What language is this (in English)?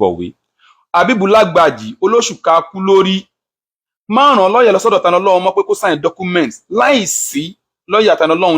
Yoruba